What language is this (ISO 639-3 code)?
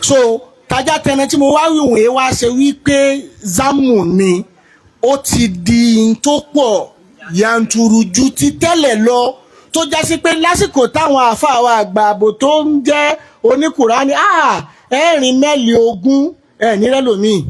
yor